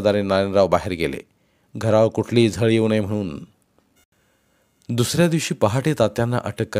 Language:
Marathi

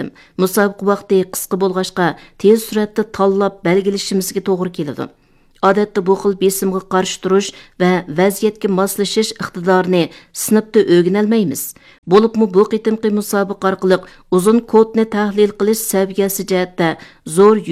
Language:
Uyghur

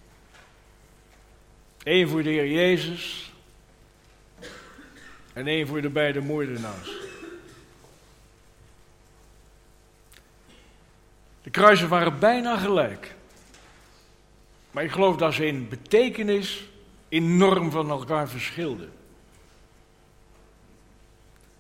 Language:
Dutch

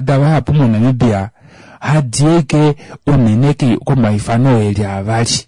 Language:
Kuanyama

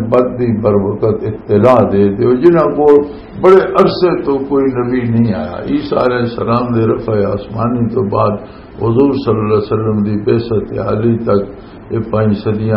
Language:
Western Panjabi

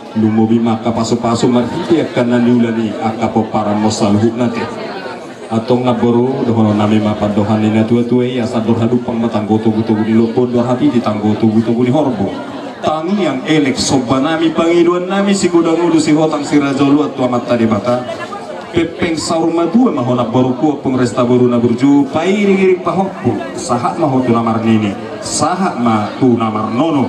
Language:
Batak Toba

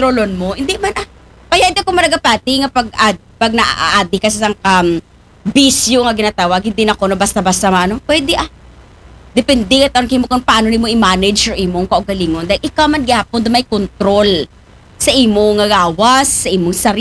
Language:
Aklanon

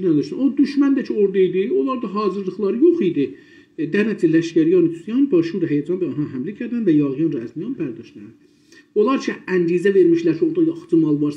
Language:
South Azerbaijani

